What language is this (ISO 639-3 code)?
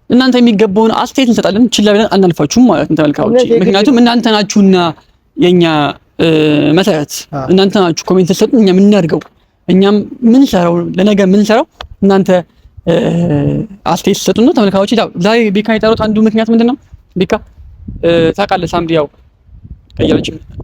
amh